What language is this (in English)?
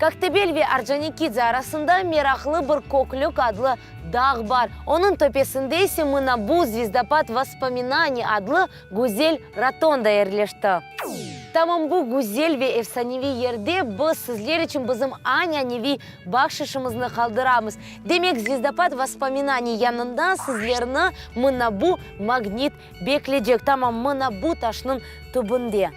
Crimean Tatar